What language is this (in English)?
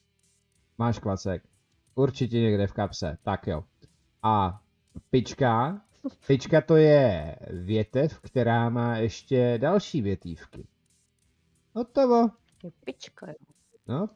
Czech